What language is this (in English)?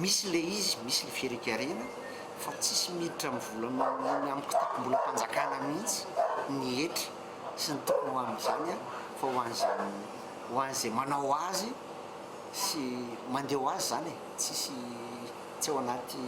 Malagasy